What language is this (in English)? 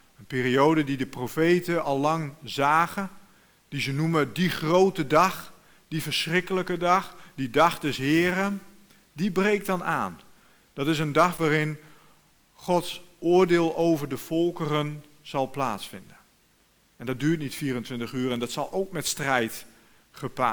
Dutch